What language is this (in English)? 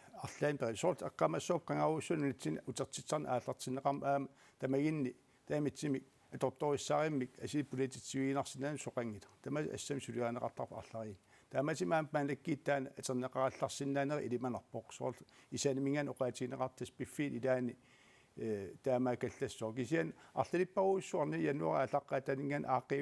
Kalaallisut